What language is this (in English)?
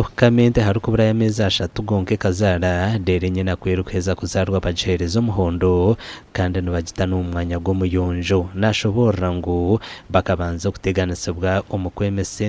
Nyankole